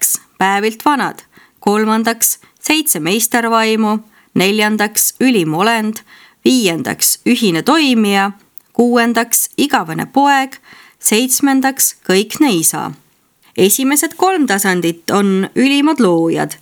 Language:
Estonian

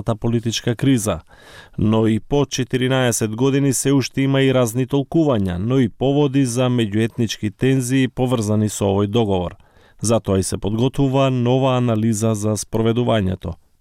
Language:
Macedonian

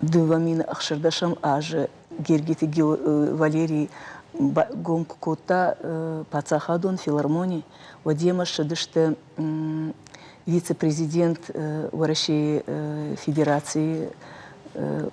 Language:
Ossetic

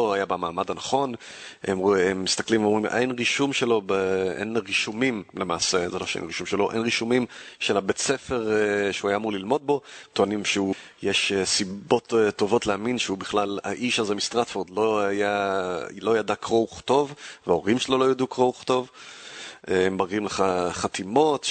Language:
Hebrew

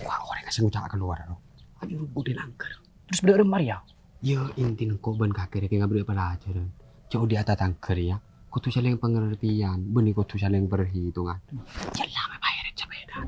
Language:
Madurese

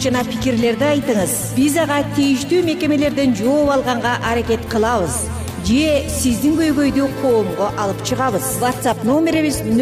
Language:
Kyrgyz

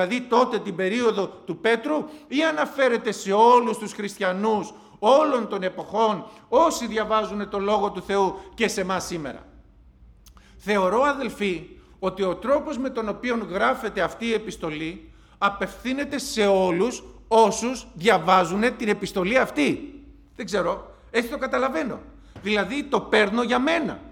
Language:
Greek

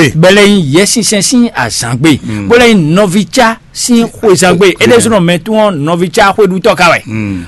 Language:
Fon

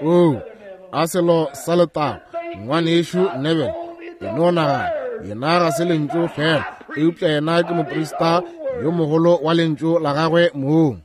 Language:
Northern Sotho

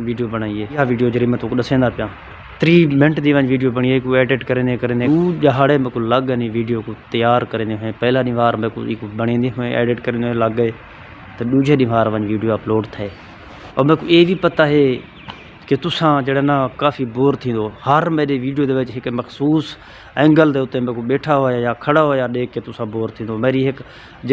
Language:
Saraiki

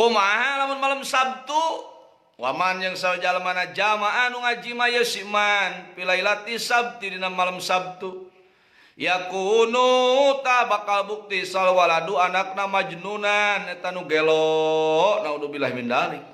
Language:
Sundanese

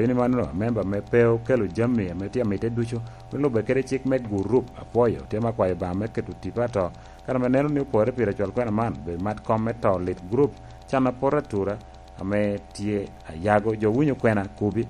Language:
Lango (Uganda)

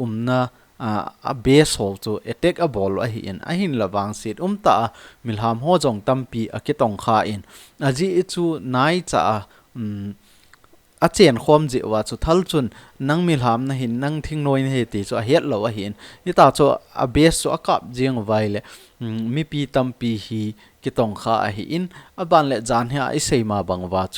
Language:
Thado Chin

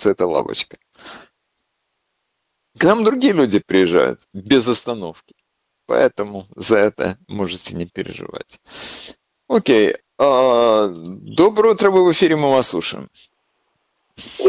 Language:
Russian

